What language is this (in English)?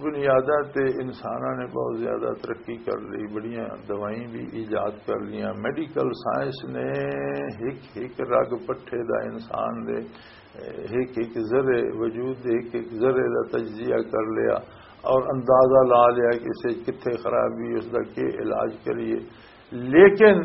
Western Panjabi